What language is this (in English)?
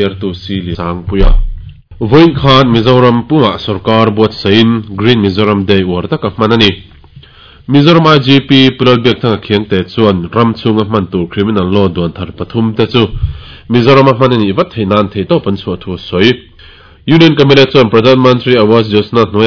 Mizo